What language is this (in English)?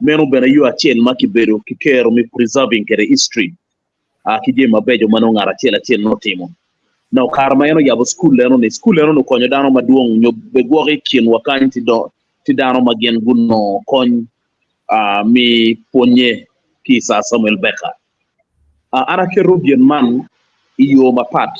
Acoli